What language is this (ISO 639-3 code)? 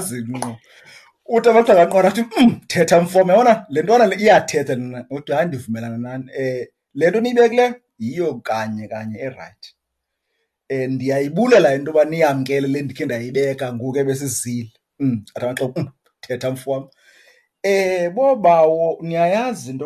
xho